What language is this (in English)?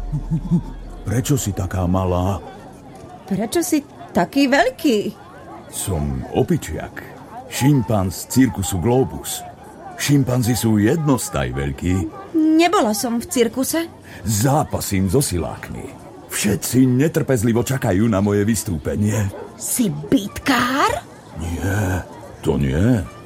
Slovak